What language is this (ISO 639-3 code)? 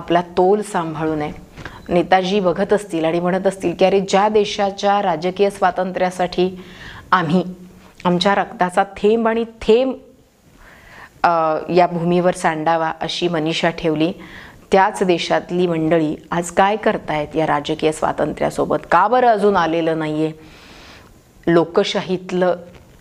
mar